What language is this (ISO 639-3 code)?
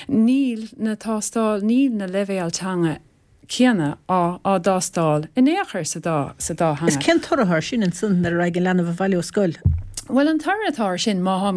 gle